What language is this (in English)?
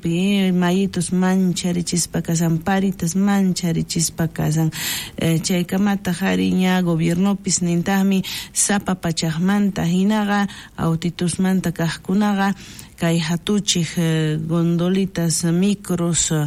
South Bolivian Quechua